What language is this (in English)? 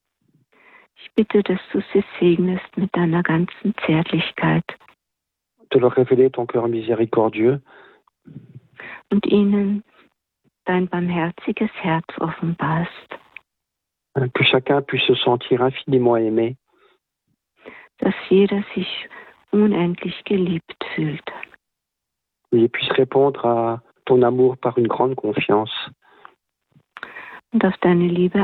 German